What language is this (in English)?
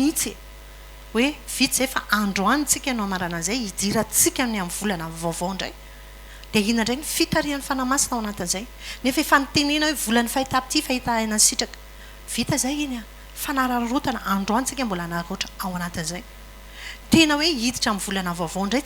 Malagasy